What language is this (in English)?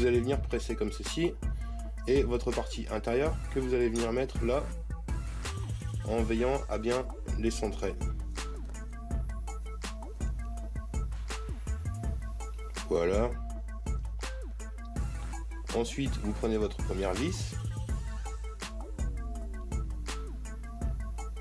French